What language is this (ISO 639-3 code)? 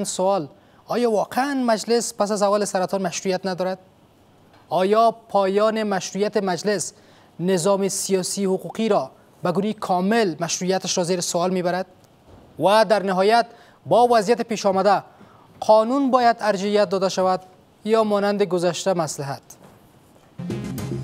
fas